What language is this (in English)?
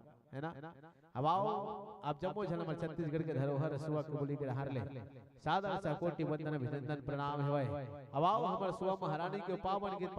Chhattisgarhi